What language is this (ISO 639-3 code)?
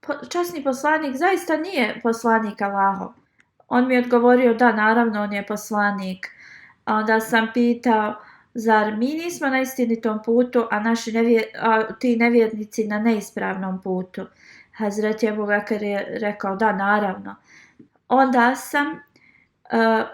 bos